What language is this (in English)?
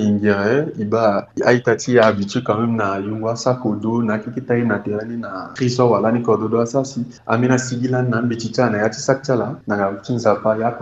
Sango